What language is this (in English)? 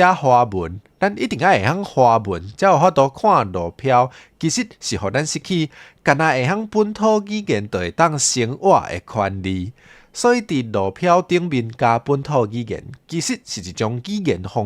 Min Nan Chinese